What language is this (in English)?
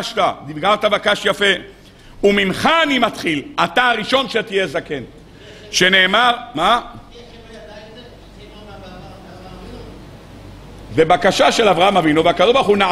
Hebrew